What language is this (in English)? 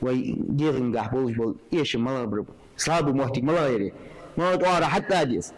Ingush